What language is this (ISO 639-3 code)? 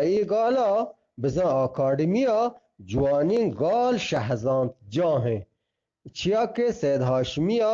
bgp